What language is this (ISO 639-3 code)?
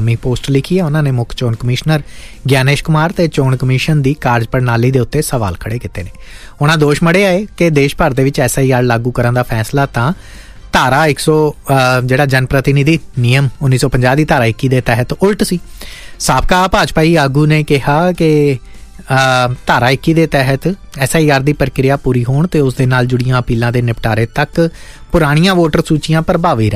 pan